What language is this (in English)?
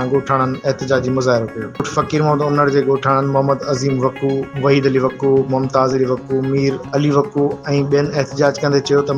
Sindhi